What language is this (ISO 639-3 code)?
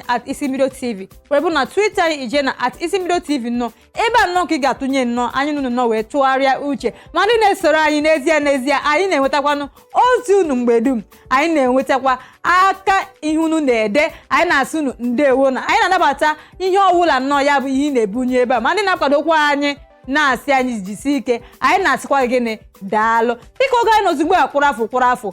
ibo